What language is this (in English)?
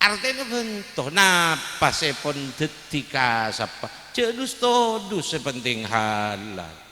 Madurese